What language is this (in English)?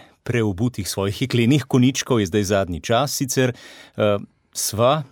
Slovenian